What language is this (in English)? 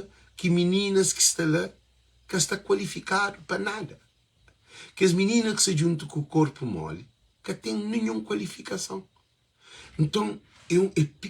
Kabuverdianu